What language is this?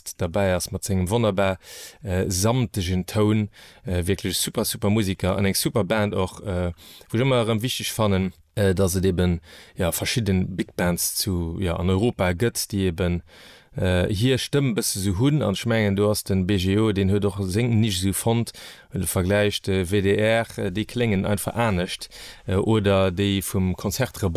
Luxembourgish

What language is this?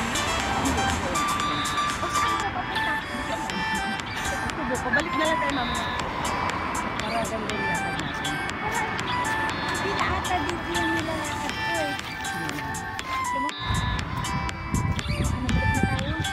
Filipino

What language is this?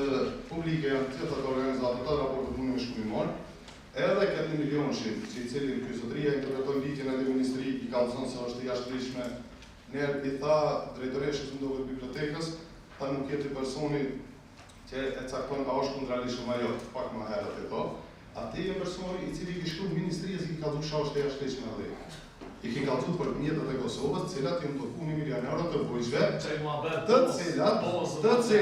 Albanian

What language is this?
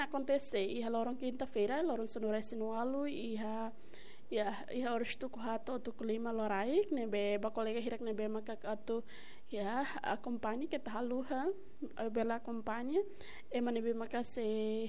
Tetum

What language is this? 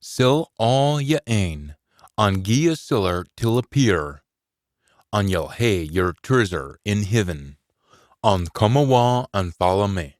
Scots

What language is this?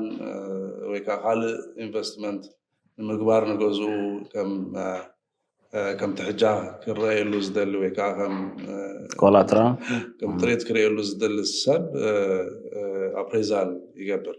Tigrinya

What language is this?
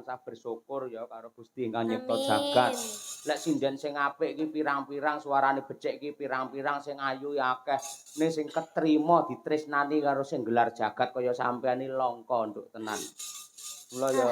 Javanese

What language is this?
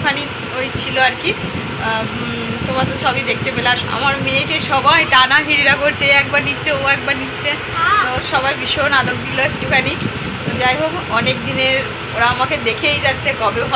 Bangla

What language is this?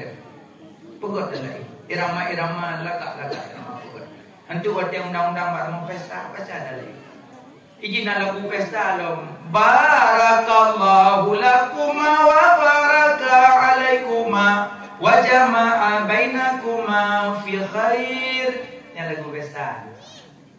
Achinese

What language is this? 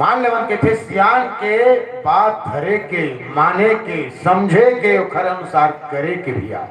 Chhattisgarhi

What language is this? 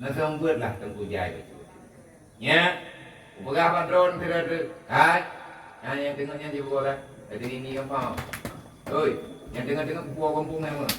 Achinese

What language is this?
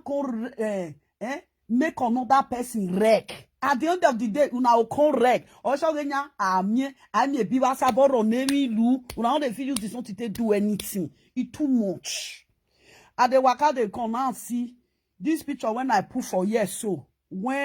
Nigerian Pidgin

